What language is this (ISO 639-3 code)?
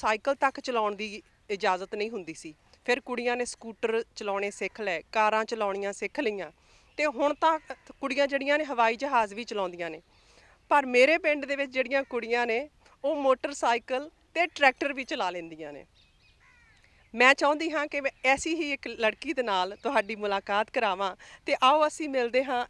pan